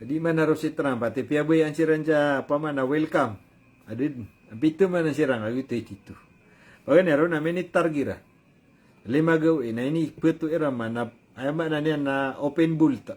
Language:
Maranao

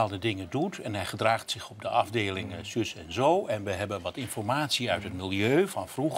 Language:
Dutch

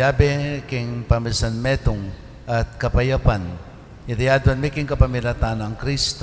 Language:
Pampanga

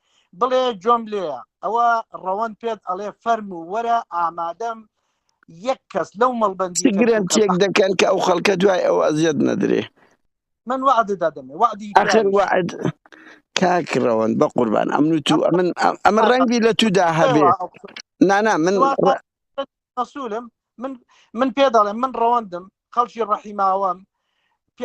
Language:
Central Kurdish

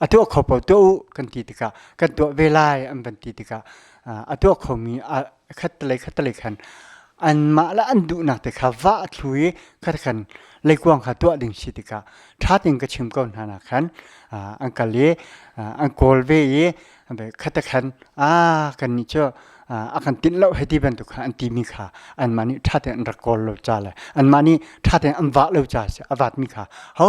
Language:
Hakha Chin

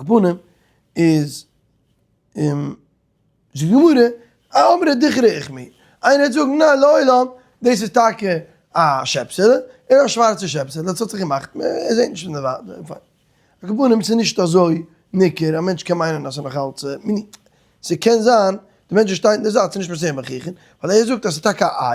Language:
Yiddish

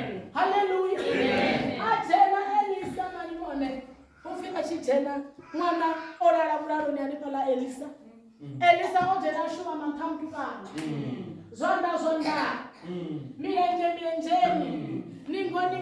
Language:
Venda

